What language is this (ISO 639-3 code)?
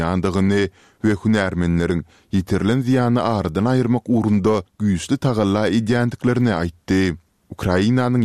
tuk